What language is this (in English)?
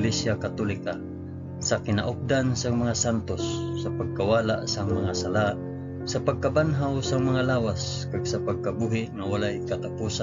Hiligaynon